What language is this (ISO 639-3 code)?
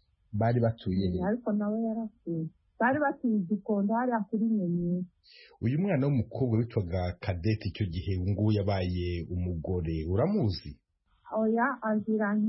kin